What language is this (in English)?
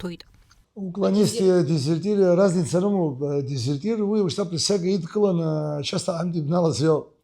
Abkhazian